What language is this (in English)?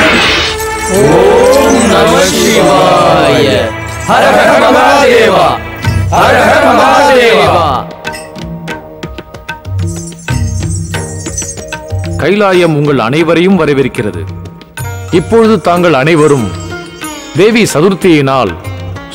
Tamil